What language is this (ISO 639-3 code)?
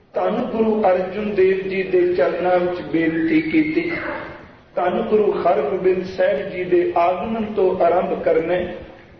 pan